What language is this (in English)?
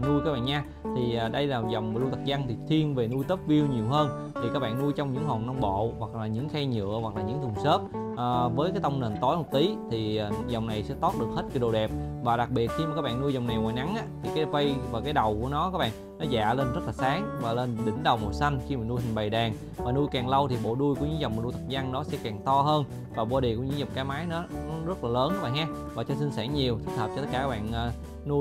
Vietnamese